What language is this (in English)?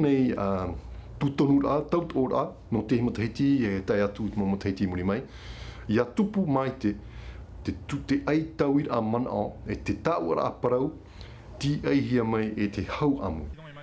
Tahitian